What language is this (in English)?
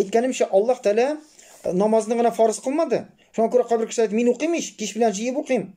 Tatar